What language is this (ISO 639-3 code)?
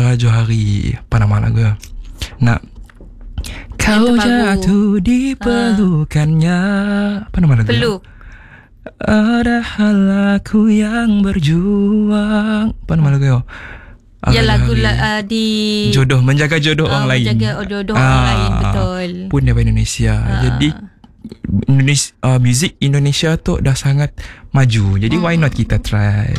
msa